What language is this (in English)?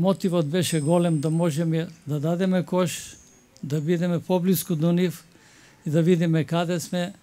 Macedonian